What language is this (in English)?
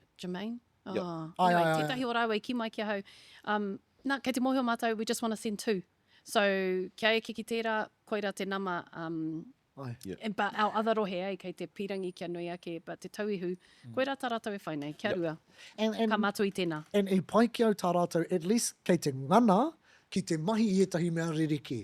Māori